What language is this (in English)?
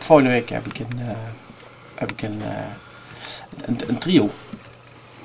Limburgish